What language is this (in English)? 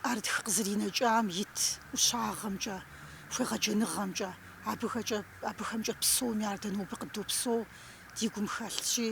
Kabardian